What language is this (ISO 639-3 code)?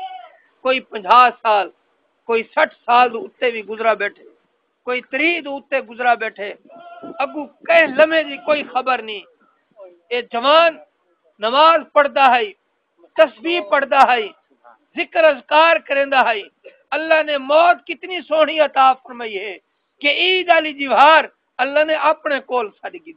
skr